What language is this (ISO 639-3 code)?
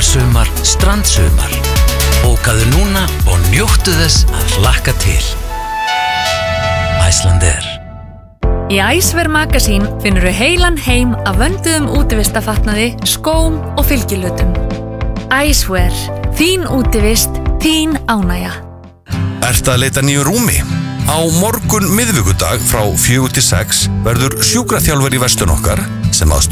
isl